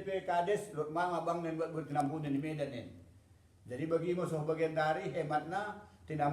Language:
Batak Dairi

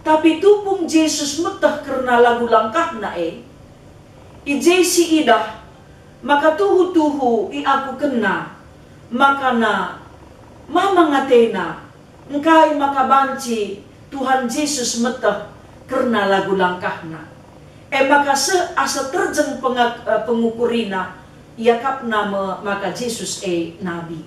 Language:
Batak Karo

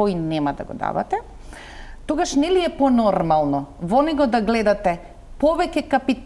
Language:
Macedonian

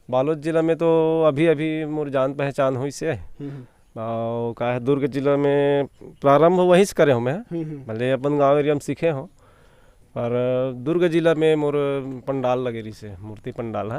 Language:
Chhattisgarhi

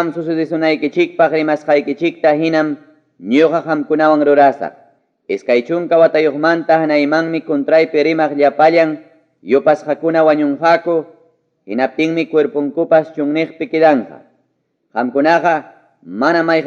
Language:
Ayacucho Quechua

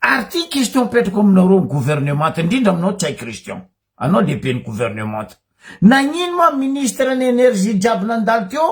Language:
Malagasy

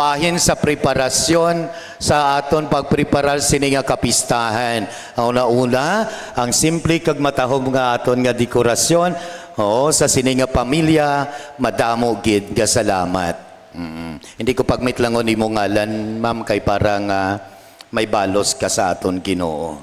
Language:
Hiligaynon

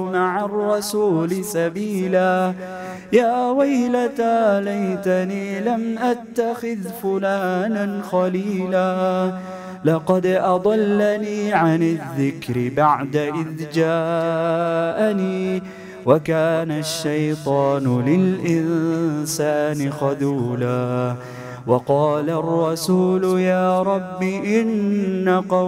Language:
Arabic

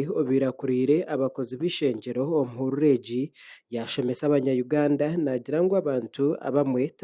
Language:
Nyankole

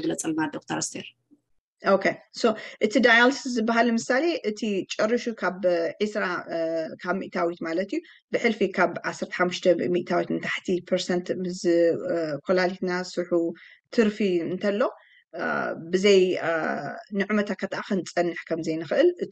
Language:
Tigrinya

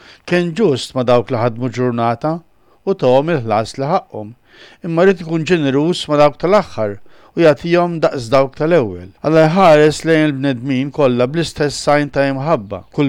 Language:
Maltese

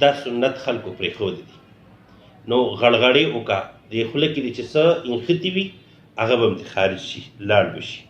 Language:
Pashto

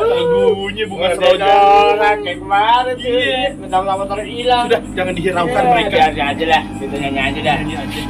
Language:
Betawi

